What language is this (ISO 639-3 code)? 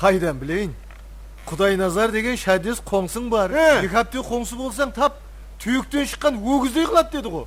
kaa